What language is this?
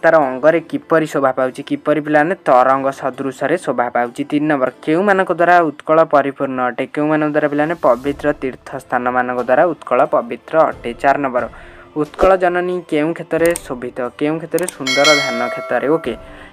Odia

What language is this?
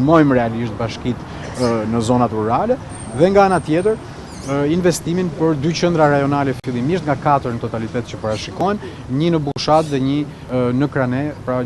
Albanian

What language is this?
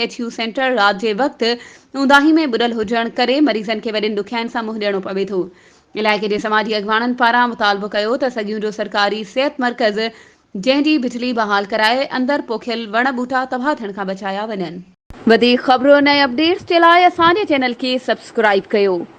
Sindhi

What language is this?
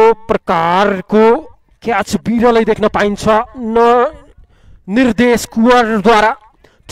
Nepali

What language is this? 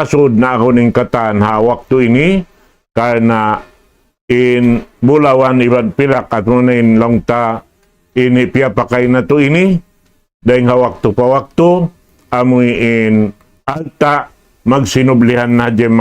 Tausug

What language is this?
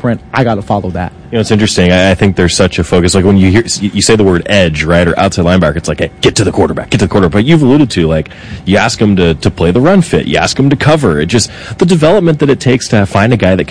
English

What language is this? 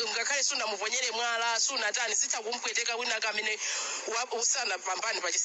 Nyanja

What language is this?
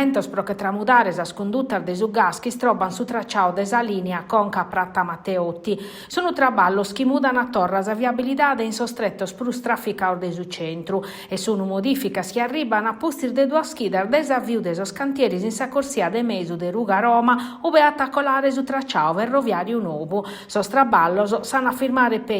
Sardinian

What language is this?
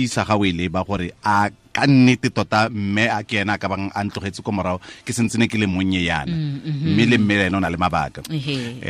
Tswana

